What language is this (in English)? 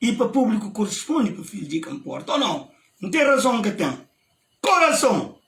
Kabuverdianu